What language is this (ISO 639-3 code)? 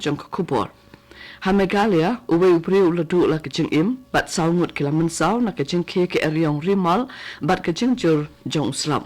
kha